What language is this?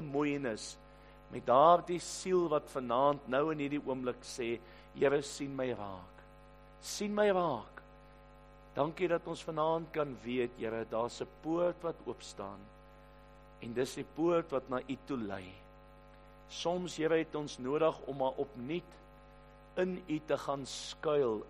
Afrikaans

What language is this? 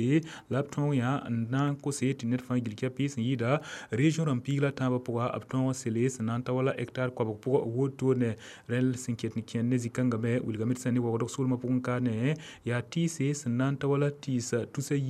Mossi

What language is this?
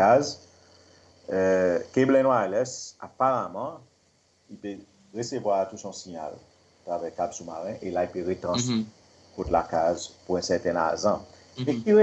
Seselwa Creole French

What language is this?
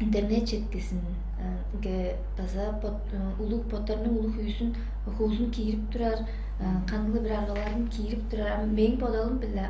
Tuvinian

